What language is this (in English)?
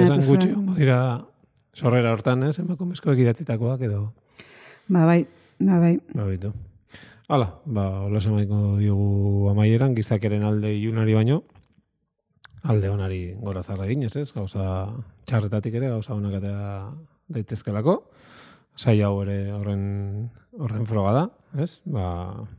Basque